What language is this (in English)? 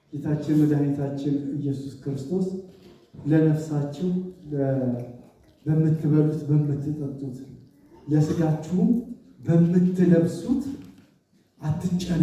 Amharic